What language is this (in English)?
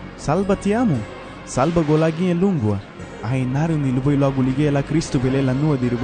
Garifuna